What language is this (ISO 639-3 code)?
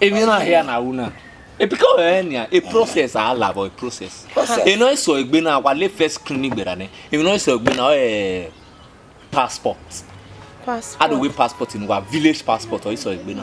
bin